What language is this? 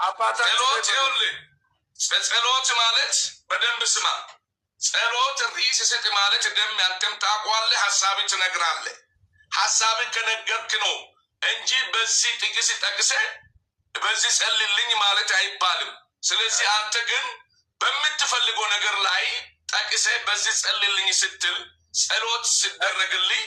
Amharic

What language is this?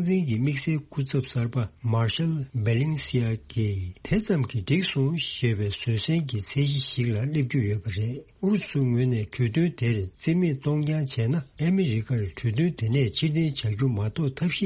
Tibetan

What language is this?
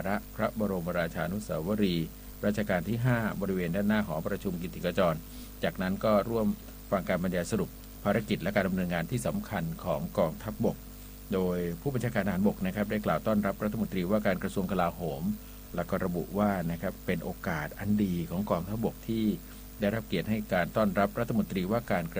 Thai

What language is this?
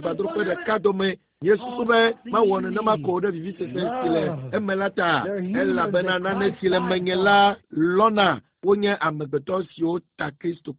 Ewe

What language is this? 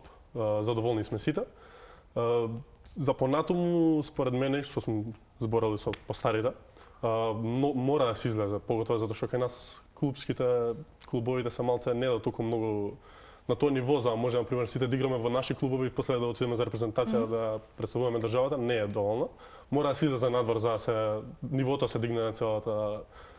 Macedonian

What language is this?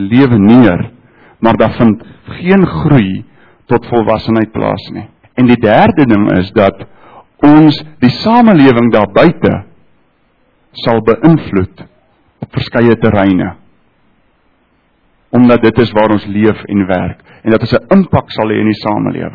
Afrikaans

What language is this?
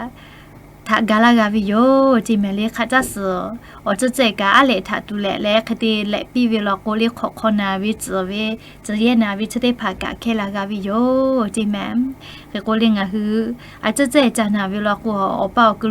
Lahu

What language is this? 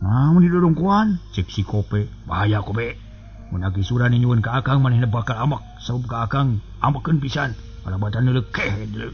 Sundanese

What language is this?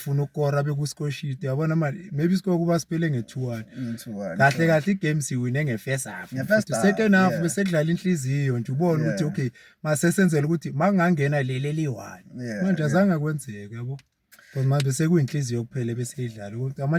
Zulu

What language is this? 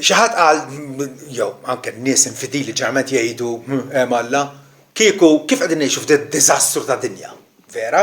Maltese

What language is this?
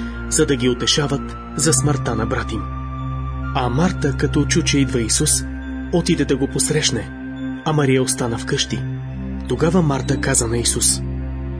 Bulgarian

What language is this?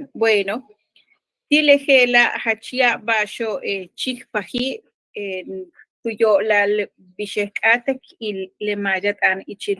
Yucateco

